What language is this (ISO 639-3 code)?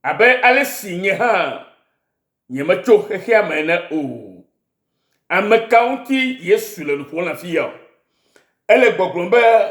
ewe